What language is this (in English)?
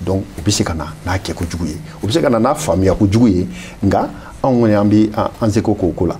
Bambara